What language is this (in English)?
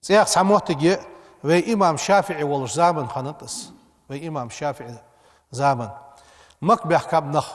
Ingush